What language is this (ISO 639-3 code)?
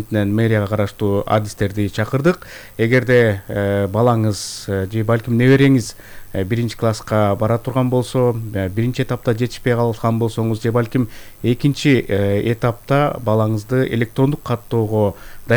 kir